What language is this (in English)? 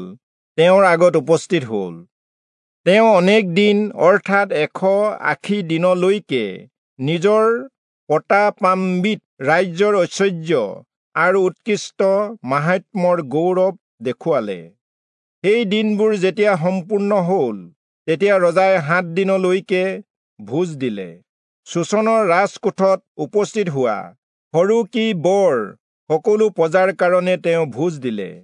Assamese